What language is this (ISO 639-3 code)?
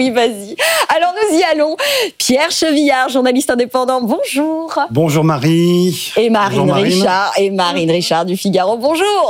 fra